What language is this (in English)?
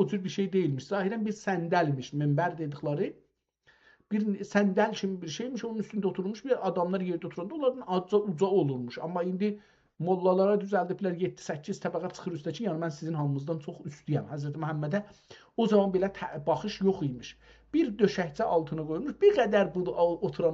South Azerbaijani